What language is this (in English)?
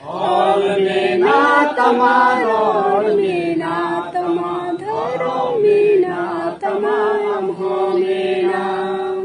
Santali